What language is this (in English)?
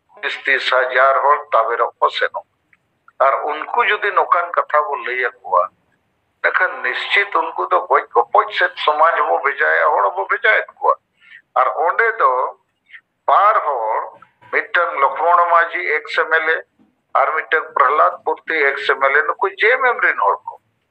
Santali